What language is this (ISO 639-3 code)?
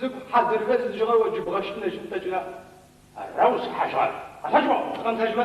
ady